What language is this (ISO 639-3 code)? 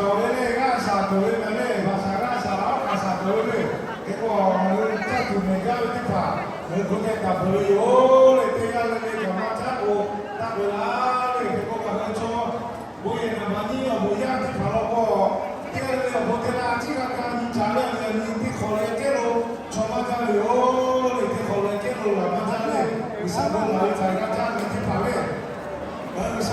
lhu